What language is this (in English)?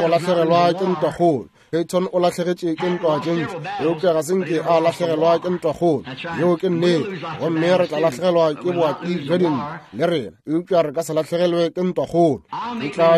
Northern Sotho